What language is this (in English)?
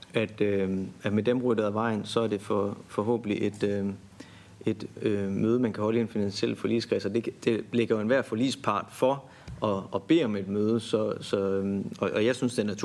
Danish